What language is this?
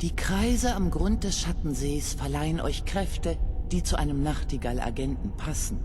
Bavarian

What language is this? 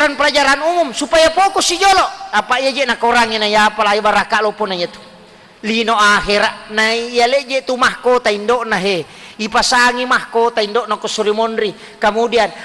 Buginese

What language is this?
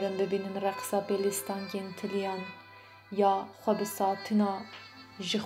Kurdish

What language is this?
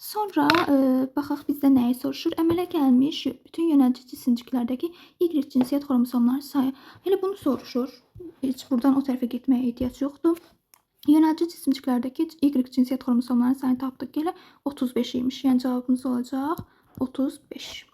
Azerbaijani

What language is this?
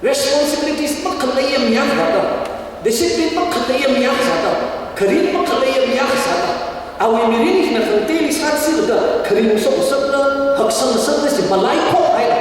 Tangkhul Naga (India)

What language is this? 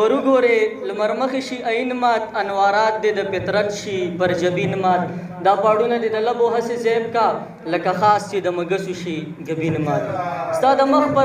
Pashto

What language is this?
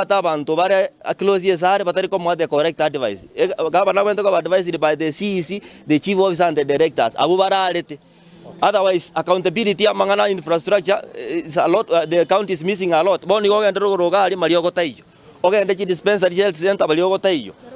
Gusii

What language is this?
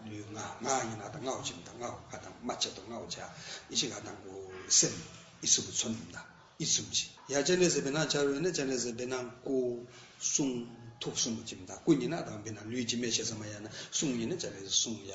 Tibetan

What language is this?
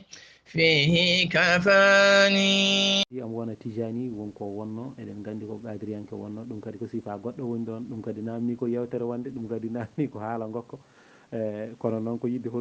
Fula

